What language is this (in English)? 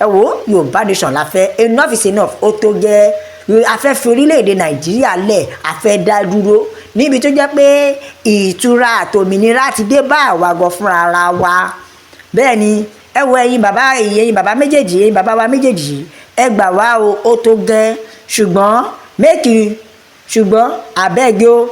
Yoruba